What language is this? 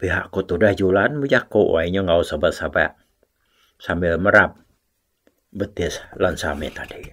Iban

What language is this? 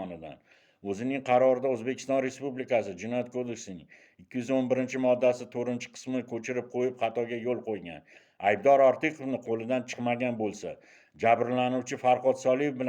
Uzbek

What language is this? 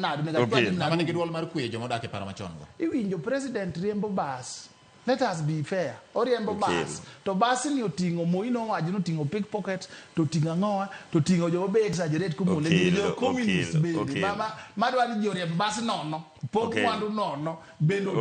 Luo (Kenya and Tanzania)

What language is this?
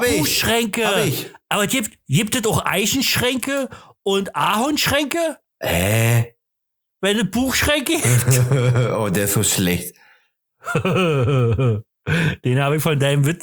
German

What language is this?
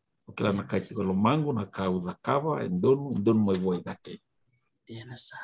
Fijian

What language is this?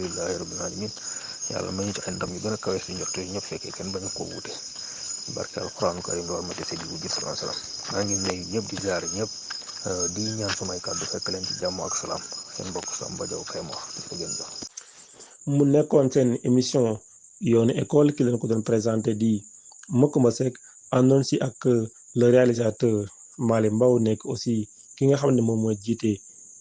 Wolof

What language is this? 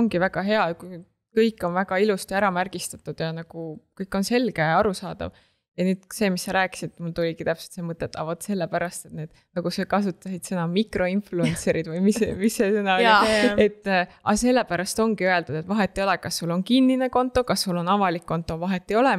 Estonian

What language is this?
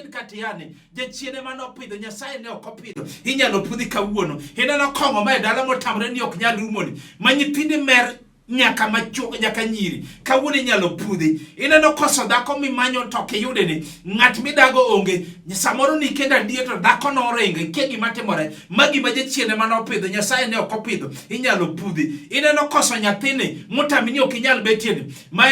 Luo (Kenya and Tanzania)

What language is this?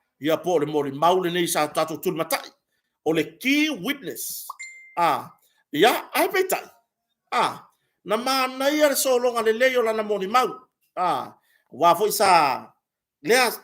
Samoan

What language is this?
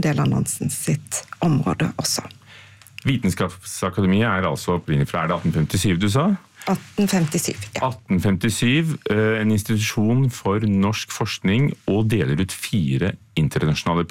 Norwegian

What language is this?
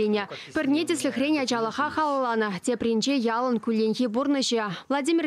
Chuvash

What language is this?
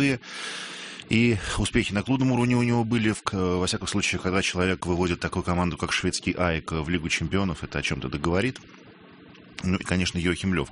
Russian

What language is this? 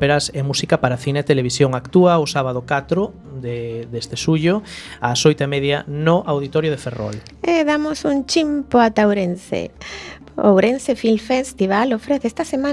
Galician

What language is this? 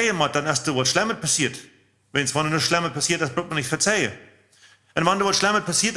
Plautdietsch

